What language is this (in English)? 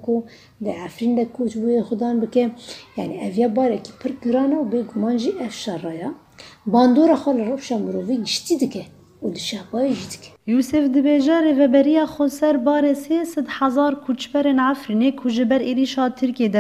Kurdish